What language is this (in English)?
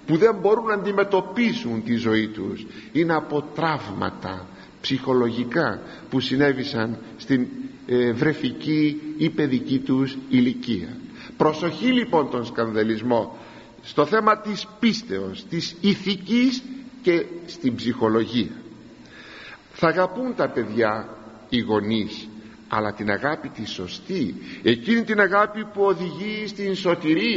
Greek